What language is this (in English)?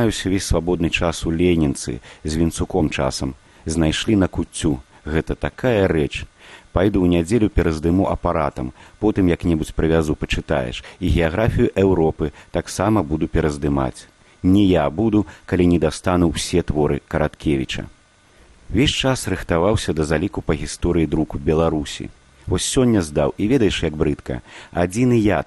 Belarusian